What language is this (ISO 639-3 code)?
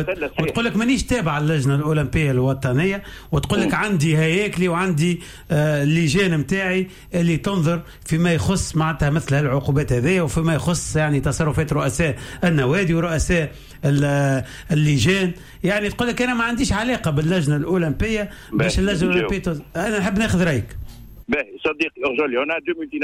aeb